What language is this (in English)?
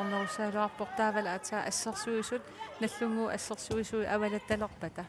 Kalaallisut